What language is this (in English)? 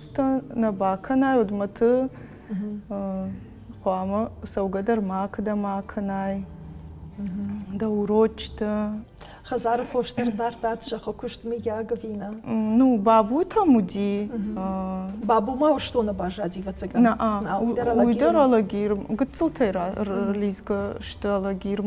Ossetic